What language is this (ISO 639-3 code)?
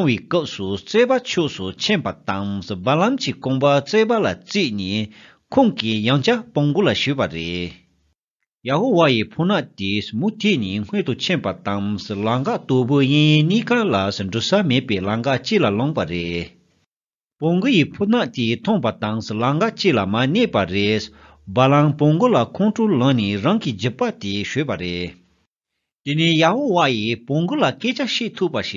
bod